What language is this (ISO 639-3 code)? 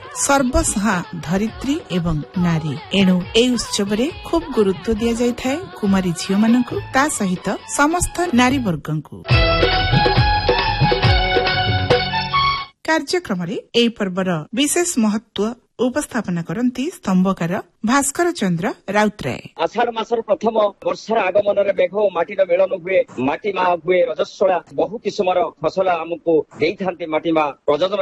ori